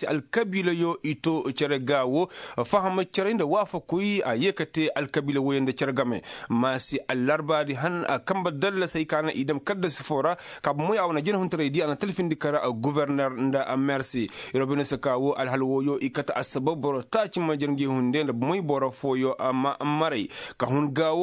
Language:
Koyraboro Senni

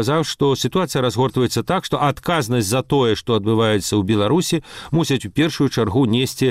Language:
Belarusian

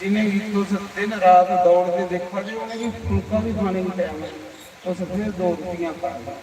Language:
Dogri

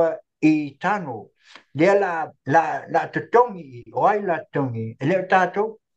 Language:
Samoan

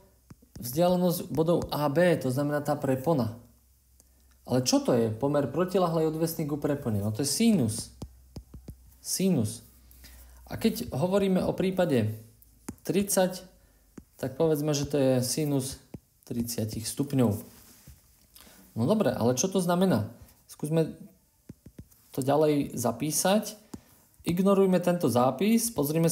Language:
Slovak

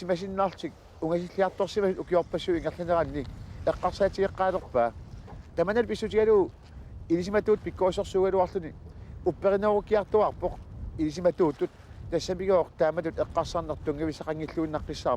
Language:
Kalaallisut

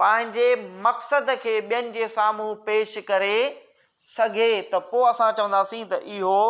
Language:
Sindhi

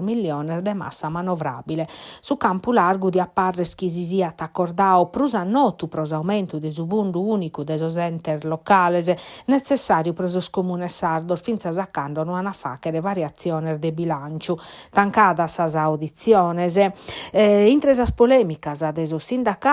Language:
Sardinian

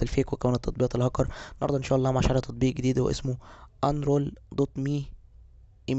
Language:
Egyptian Arabic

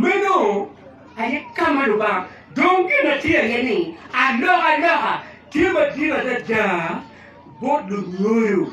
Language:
Acoli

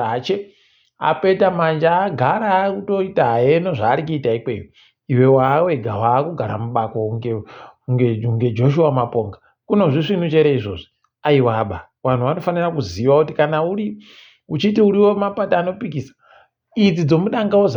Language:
Ndau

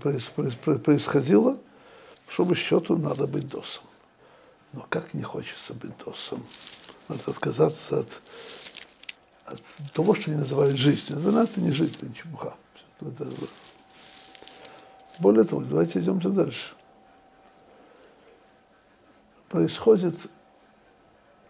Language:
Russian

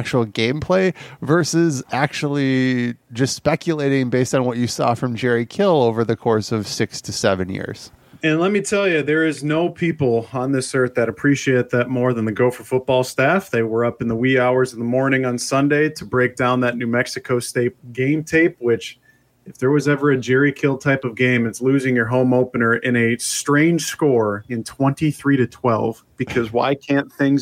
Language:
English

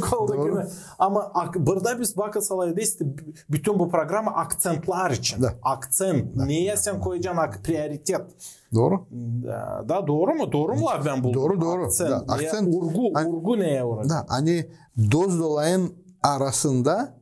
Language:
Gagauz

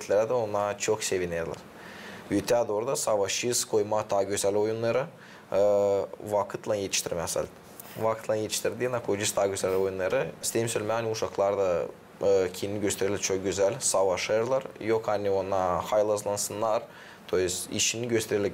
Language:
Gagauz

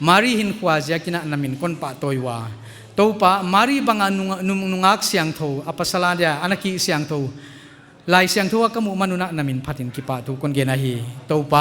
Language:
Paite Chin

